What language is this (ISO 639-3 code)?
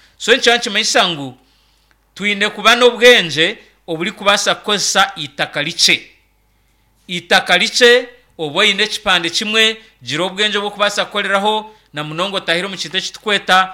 nyn